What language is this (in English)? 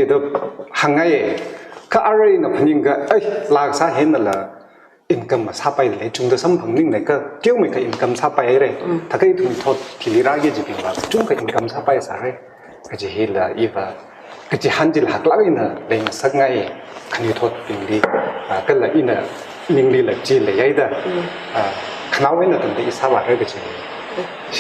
Tangkhul Naga (India)